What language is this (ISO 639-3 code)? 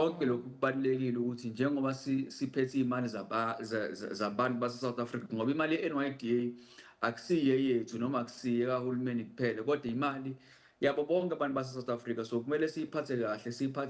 zul